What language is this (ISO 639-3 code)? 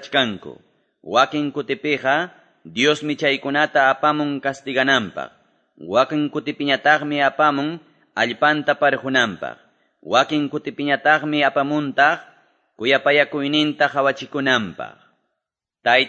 quy